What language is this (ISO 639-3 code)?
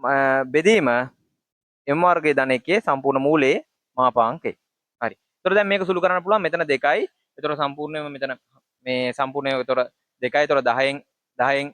sin